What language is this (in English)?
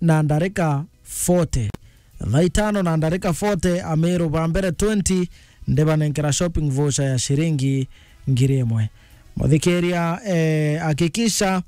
Meru